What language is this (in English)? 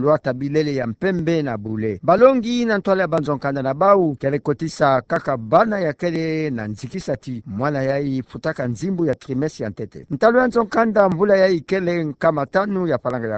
Kituba (Democratic Republic of Congo)